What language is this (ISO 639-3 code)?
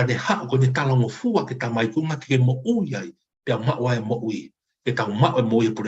ton